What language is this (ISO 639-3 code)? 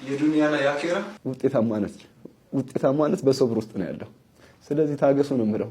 amh